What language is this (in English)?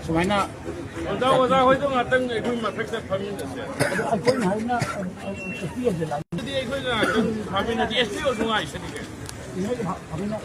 Manipuri